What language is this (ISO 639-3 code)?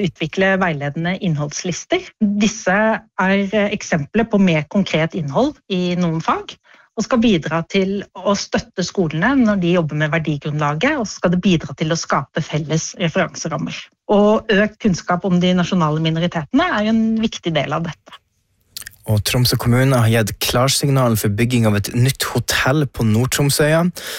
nor